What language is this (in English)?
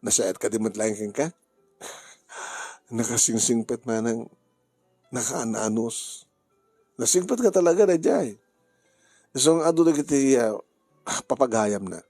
Iloko